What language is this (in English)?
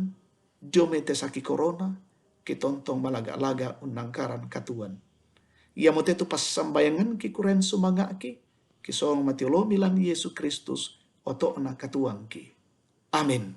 Toraja-Sa'dan